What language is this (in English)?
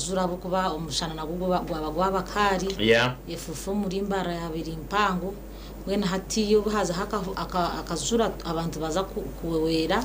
Nyankole